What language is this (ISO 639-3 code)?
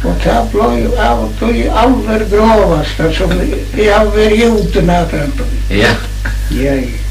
fao